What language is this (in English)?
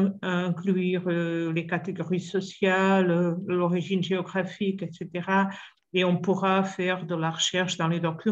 French